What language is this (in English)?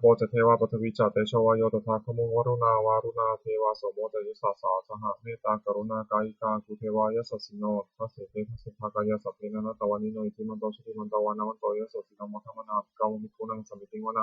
Pali